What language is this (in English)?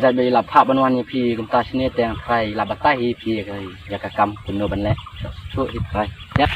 Khasi